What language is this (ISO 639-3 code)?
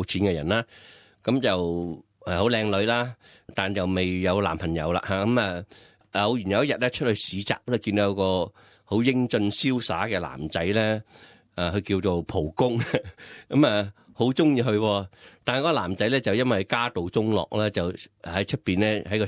yue